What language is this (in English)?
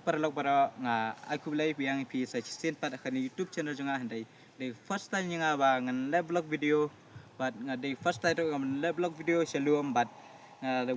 Khasi